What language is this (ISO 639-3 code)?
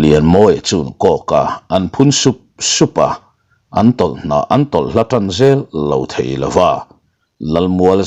lus